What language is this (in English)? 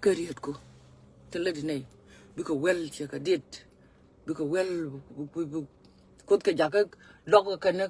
Nuer